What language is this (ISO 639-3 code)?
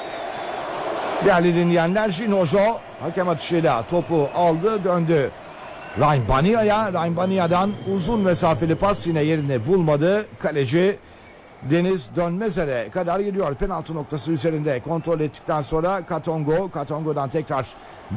tur